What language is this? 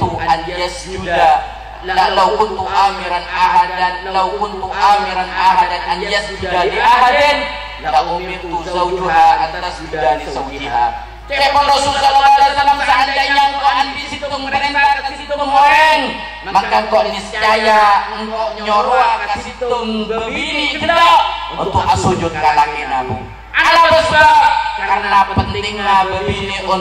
Madurese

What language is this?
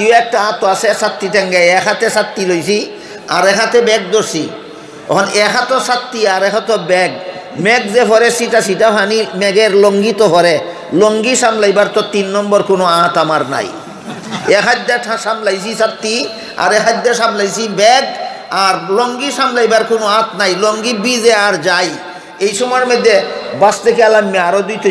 Sylheti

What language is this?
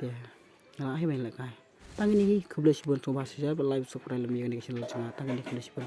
Khasi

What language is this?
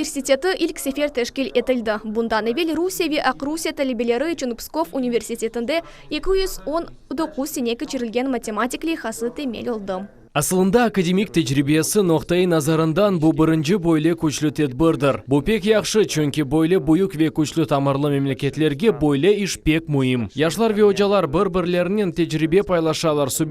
Crimean Tatar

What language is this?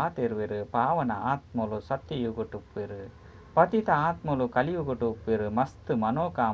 Tulu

